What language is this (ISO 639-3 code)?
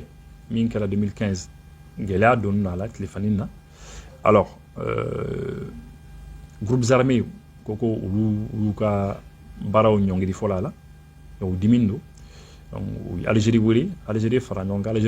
bam